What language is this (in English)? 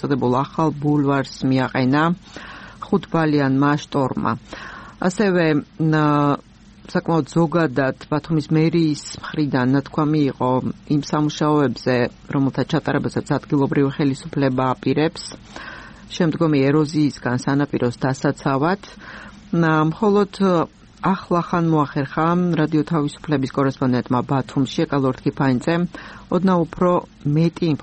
Georgian